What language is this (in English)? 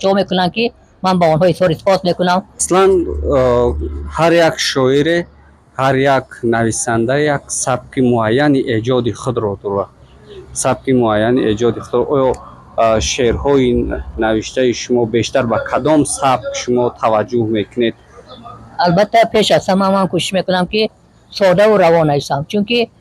Tajik